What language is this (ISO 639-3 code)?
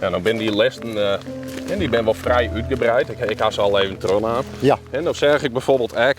fry